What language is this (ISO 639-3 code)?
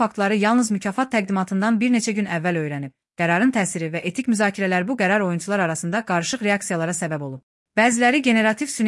aze